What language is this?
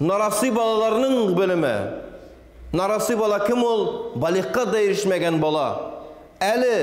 Tatar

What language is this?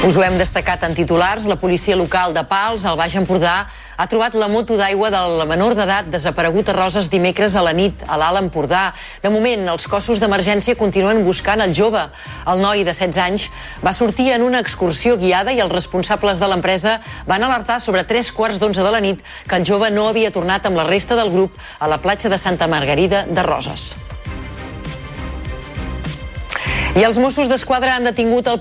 Catalan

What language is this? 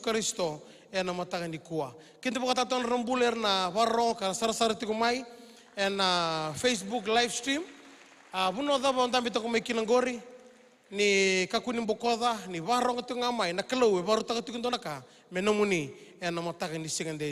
Fijian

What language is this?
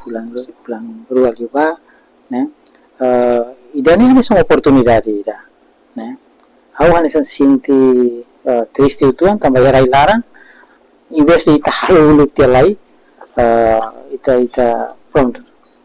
Tetum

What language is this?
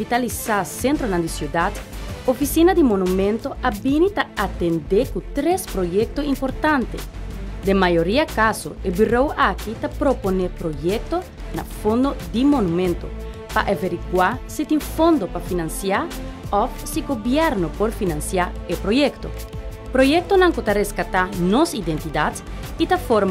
Papiamento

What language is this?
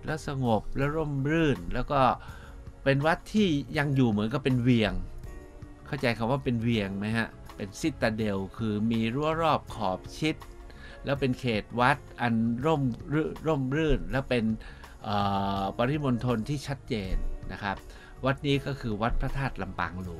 Thai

